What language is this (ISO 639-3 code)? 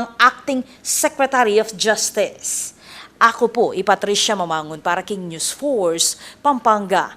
pam